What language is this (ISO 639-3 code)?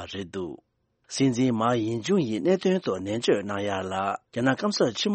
bod